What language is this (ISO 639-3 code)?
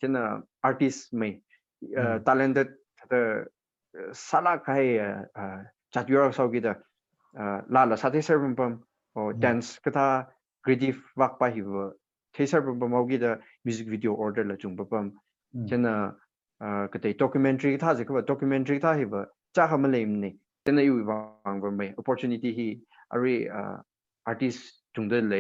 nmf